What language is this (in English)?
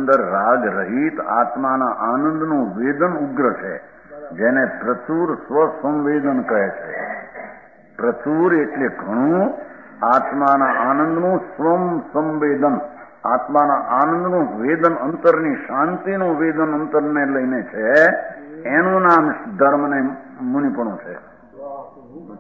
Gujarati